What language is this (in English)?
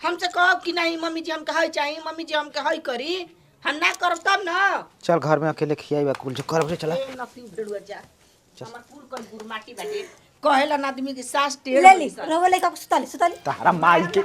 Bhojpuri